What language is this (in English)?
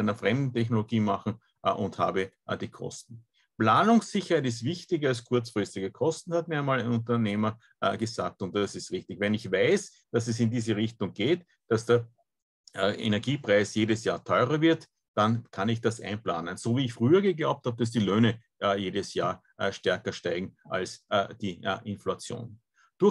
German